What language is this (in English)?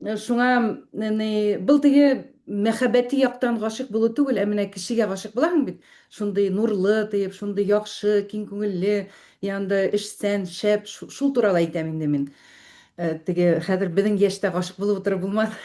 Bashkir